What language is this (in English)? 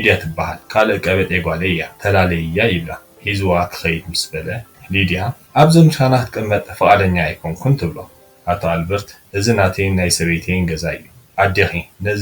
Tigrinya